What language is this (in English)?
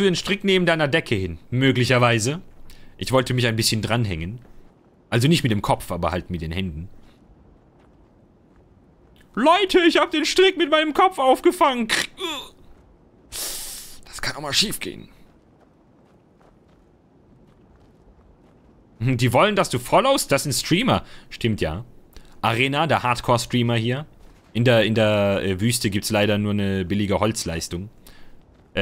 German